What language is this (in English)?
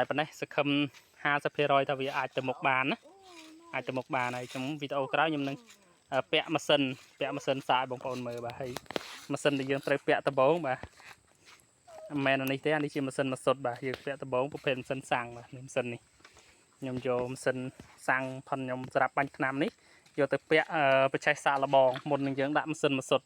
Khmer